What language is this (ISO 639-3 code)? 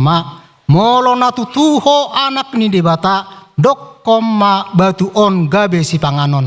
bbc